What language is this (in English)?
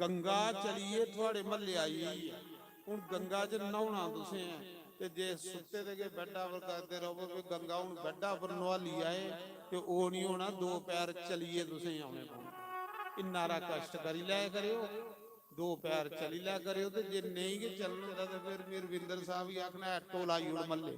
Dogri